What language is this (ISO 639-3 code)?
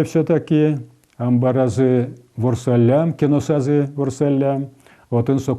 udm